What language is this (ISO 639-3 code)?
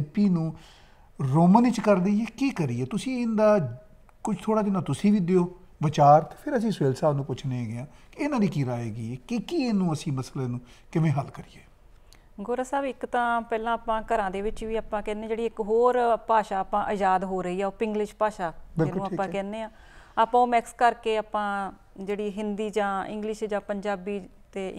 pan